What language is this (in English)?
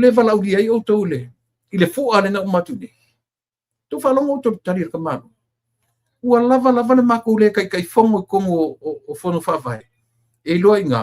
Samoan